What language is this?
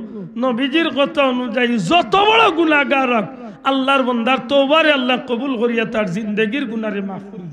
Sylheti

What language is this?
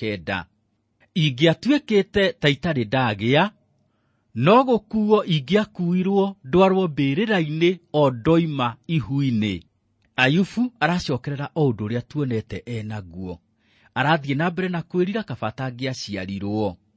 Kikuyu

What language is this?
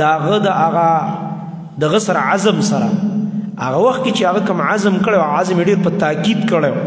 Pashto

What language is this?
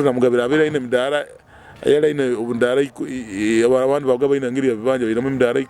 Nyoro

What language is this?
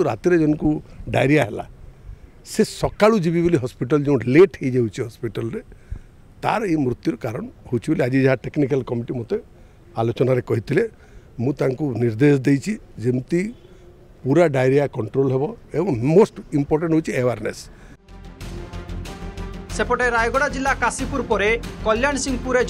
Odia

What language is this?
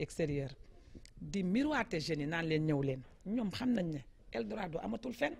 Wolof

